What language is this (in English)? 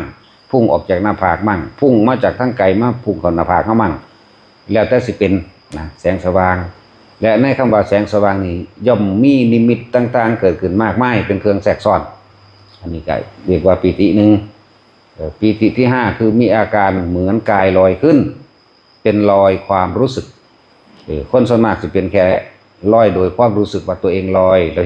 Northeastern Thai